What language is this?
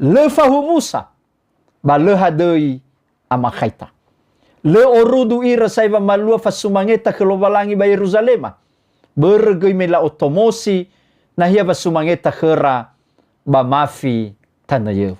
Nias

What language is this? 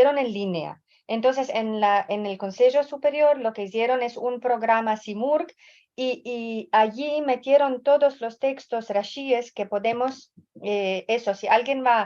Ladino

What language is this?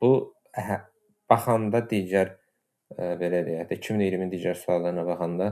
Azerbaijani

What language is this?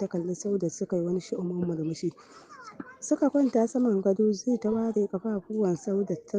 Hausa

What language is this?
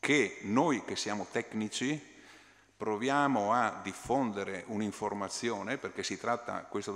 Italian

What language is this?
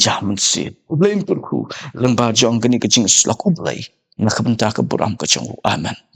Khasi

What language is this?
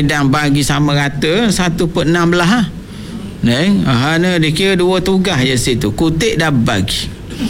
Malay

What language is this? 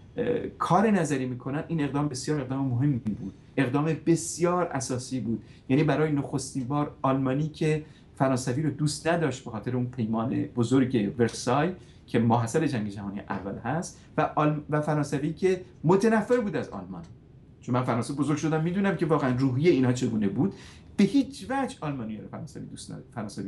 Persian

